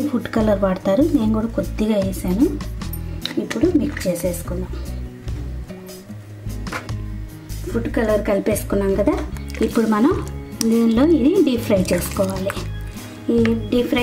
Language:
Telugu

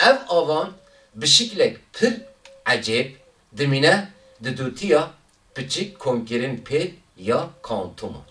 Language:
Kurdish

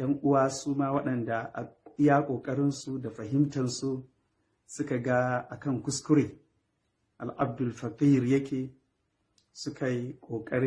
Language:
Hausa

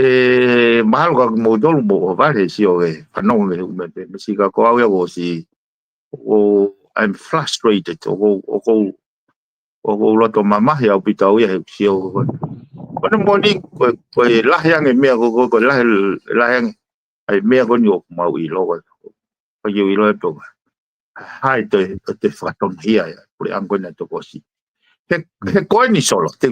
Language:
Tongan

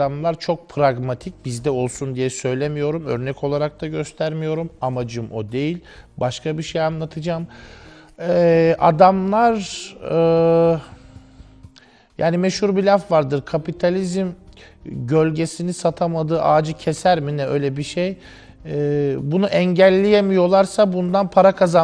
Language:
Turkish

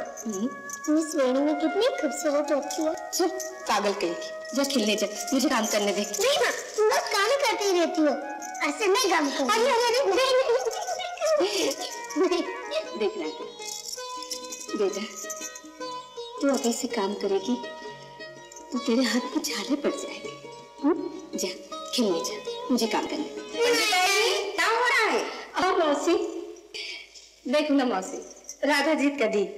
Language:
Hindi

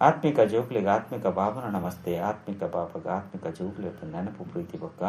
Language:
Tulu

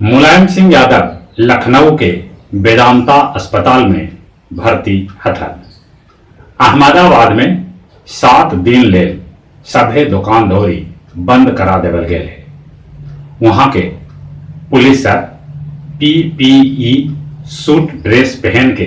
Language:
Magahi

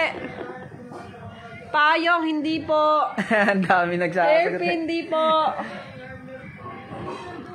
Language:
Filipino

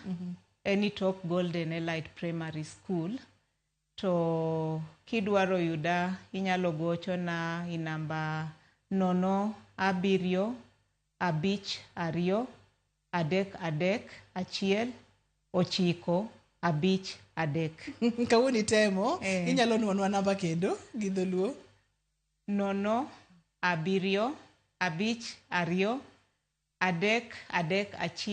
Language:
Luo (Kenya and Tanzania)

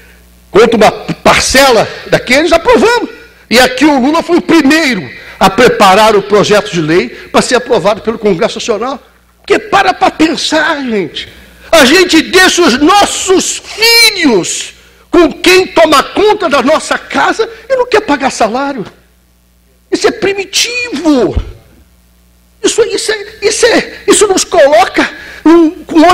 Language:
Portuguese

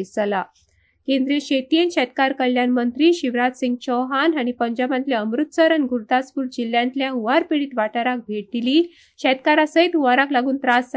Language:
Konkani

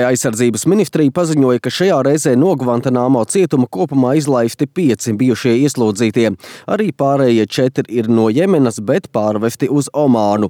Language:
Latvian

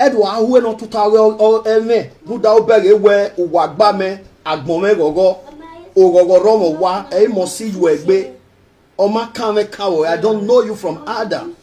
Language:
Nigerian Pidgin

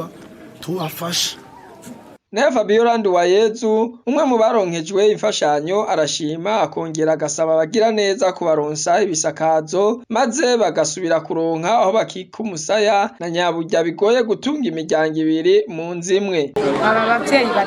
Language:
Rundi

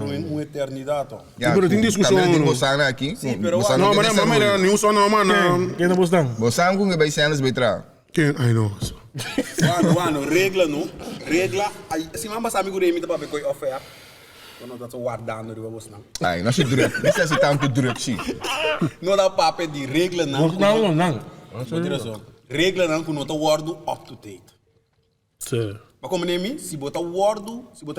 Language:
Papiamento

